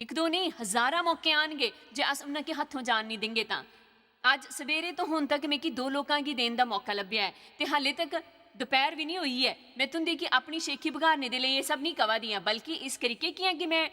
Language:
Dogri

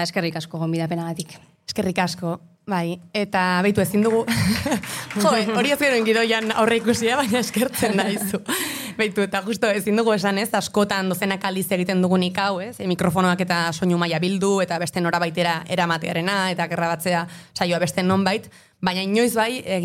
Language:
Basque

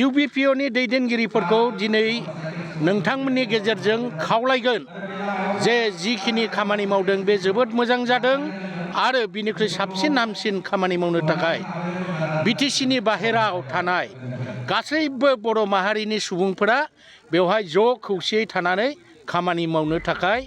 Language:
Bodo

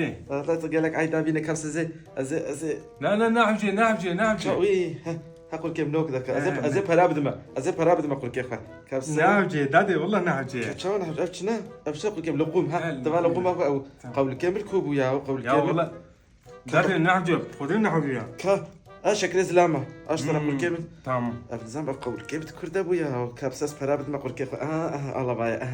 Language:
Kurdish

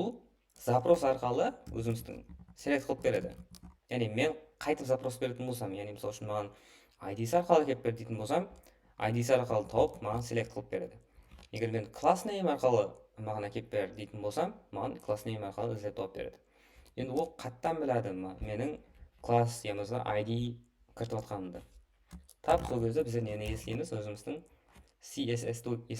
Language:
Kara-Kalpak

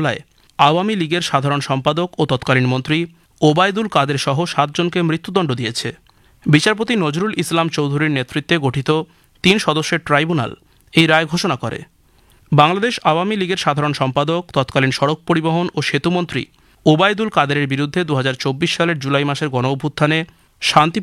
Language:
Bangla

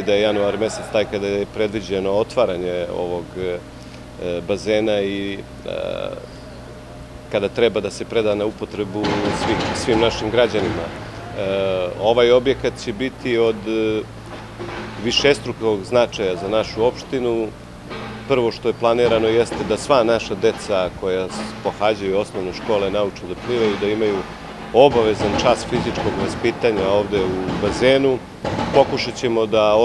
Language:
Serbian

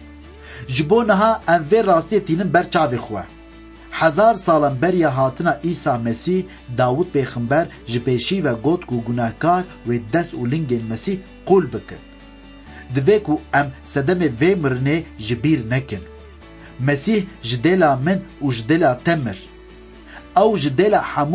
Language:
Kurdish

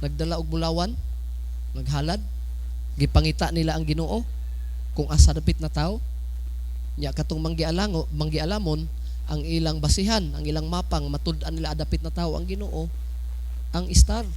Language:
Cebuano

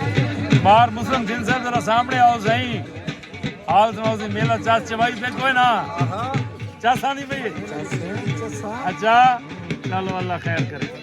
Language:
Saraiki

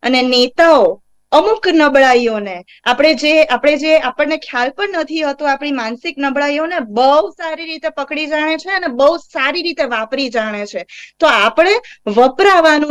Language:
Gujarati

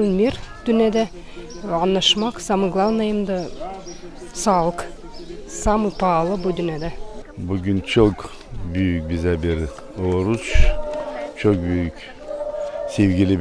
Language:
Gagauz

